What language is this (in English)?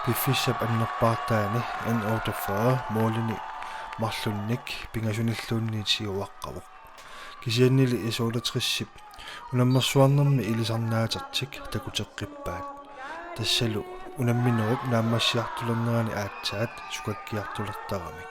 Kalaallisut